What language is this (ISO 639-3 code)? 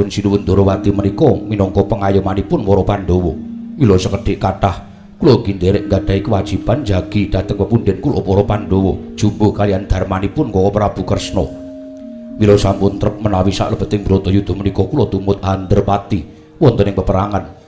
jav